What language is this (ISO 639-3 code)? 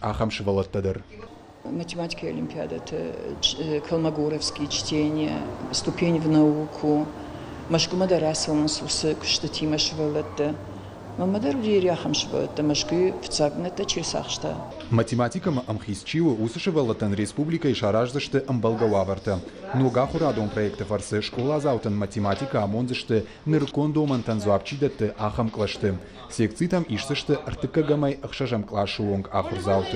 oss